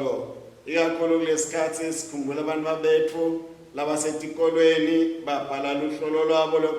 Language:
Swati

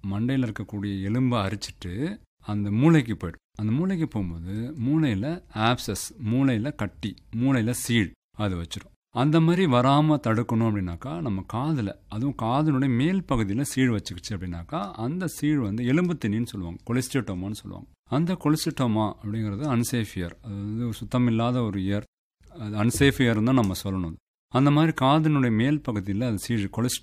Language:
Tamil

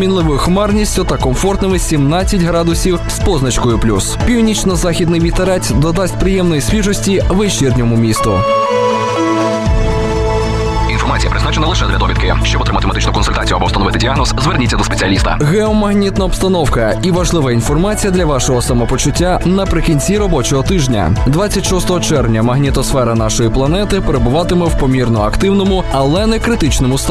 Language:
Ukrainian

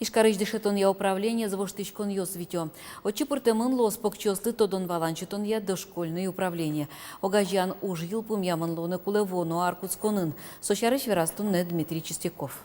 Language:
Udmurt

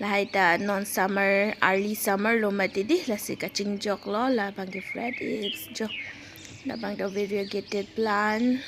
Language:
Karbi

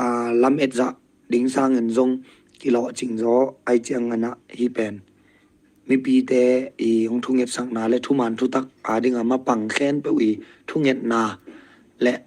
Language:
Tedim Chin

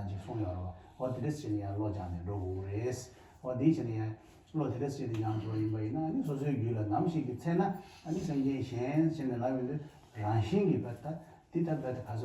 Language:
Tibetan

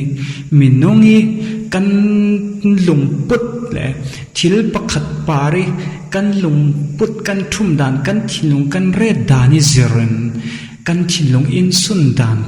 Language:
Falam Chin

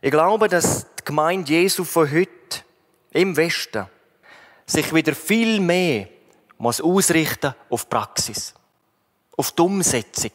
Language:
Swiss German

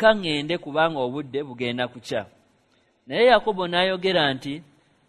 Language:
Ganda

